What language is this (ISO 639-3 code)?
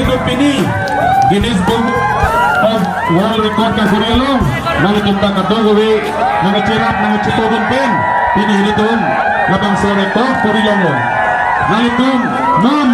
mjw